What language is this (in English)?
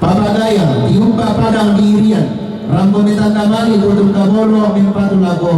Toraja-Sa'dan